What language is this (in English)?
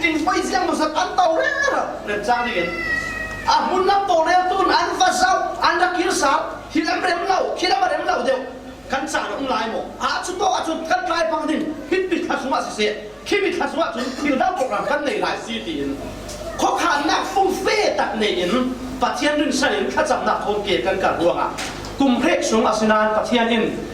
Falam Chin